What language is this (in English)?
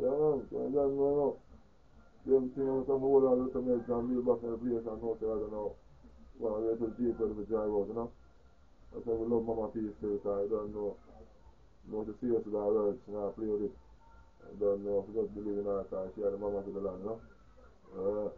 Jamaican Creole English